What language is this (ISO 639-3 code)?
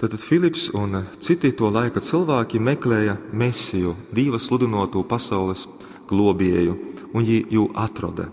ltg